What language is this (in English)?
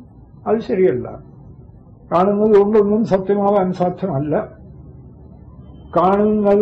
Malayalam